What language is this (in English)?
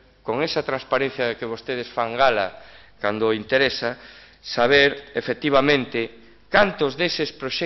Galician